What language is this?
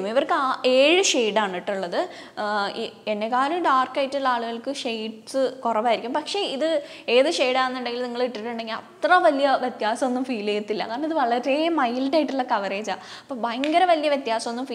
Malayalam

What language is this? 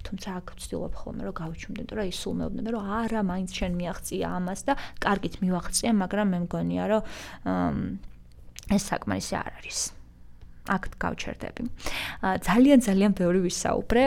Georgian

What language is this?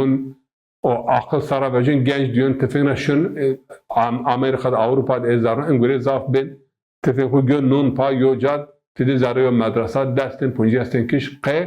Zaza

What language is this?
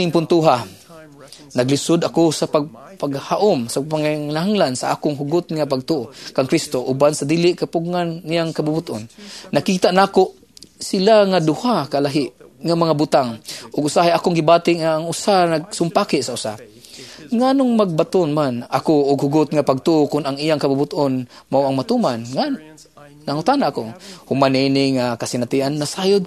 Cebuano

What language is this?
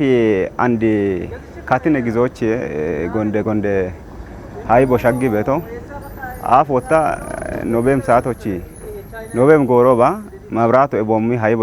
Kafa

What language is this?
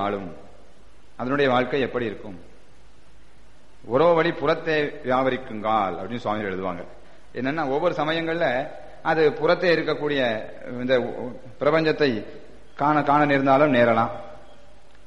Tamil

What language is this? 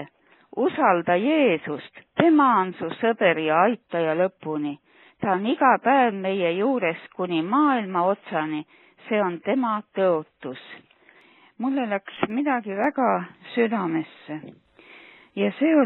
Estonian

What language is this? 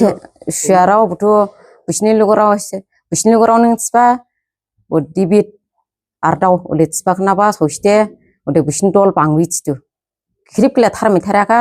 Dimasa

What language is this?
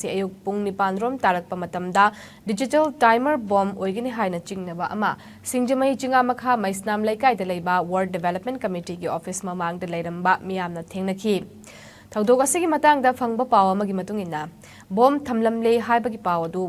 Manipuri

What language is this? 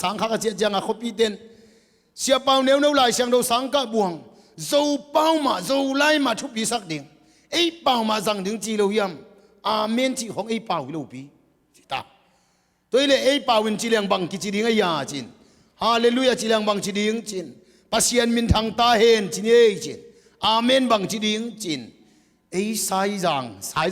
Tedim Chin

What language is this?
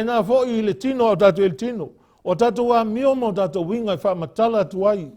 Samoan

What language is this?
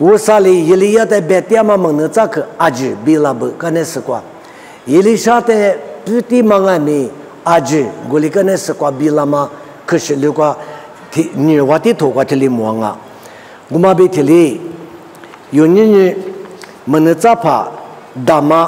Lisu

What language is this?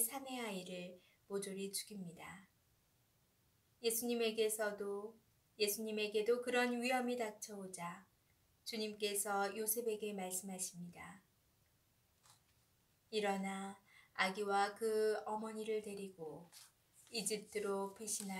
Korean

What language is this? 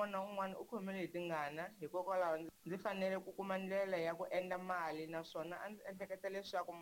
Tsonga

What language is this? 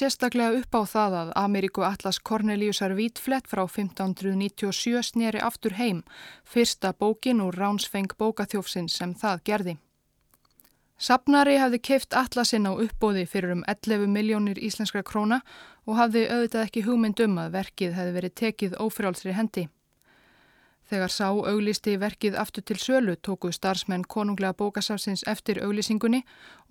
Icelandic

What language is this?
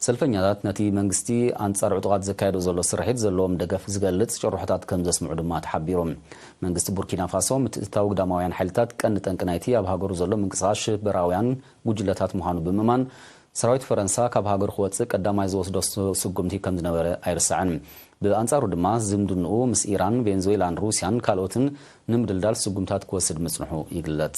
Tigrinya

